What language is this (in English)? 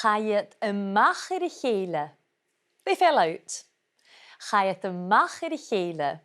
Scottish Gaelic